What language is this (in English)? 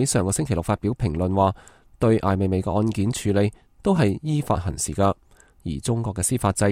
Cantonese